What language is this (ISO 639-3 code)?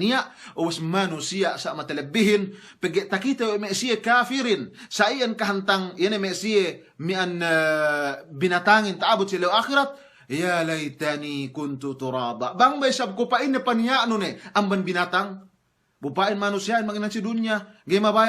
yka